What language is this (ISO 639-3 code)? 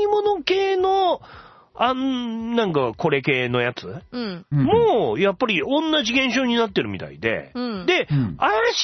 jpn